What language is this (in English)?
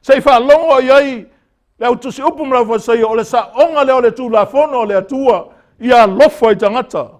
Samoan